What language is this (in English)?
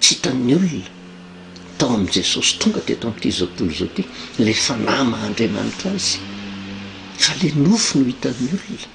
Malagasy